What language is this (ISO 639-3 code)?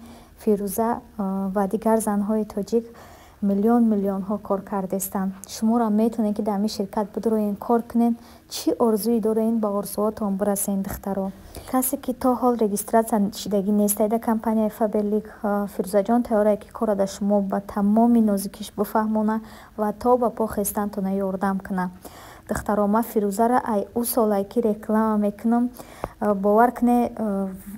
tgk